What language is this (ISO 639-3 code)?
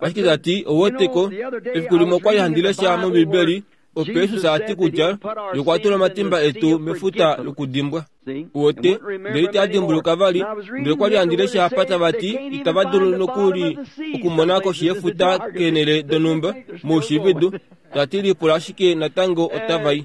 kua